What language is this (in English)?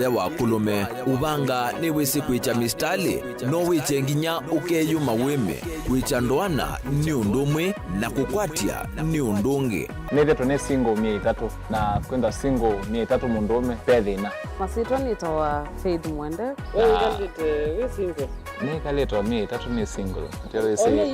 Kamba